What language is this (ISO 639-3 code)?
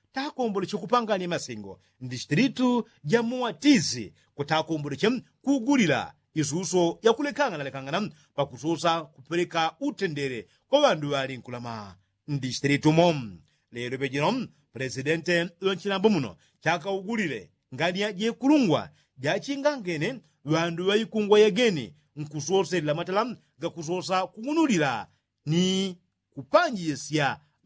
yao